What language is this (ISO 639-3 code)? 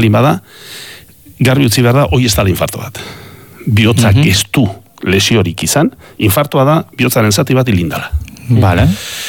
eus